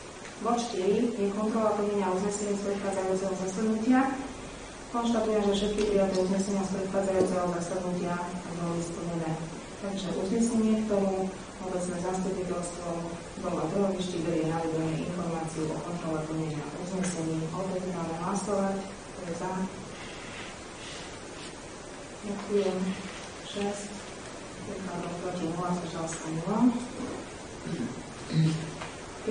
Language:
Slovak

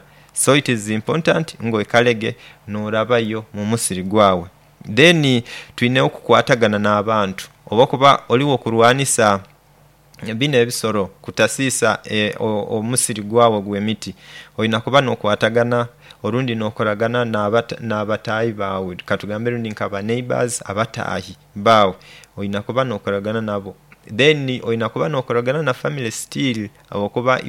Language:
Nyoro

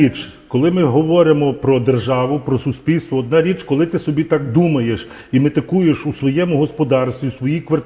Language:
Ukrainian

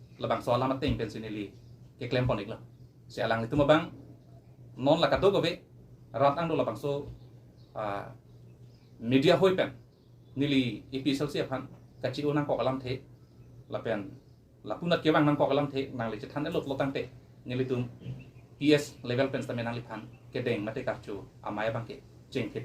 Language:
Karbi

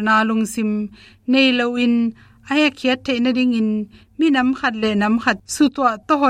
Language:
Tedim Chin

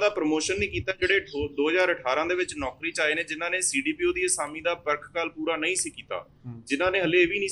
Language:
Punjabi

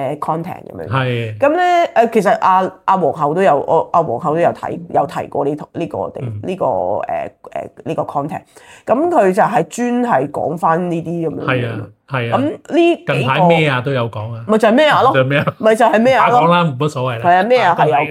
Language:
Cantonese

